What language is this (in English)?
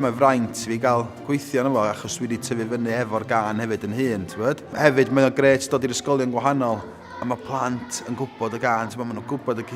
Welsh